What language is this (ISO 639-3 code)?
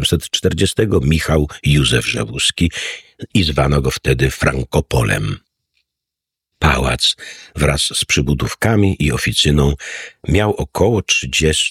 pol